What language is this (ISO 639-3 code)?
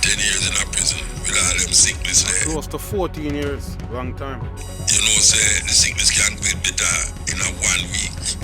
jam